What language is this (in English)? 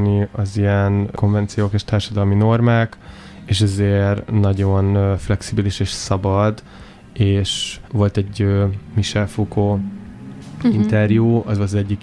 Hungarian